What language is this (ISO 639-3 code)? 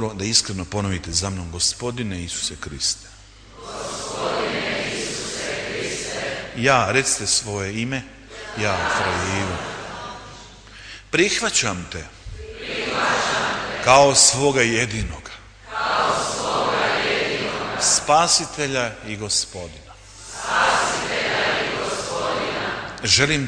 hrv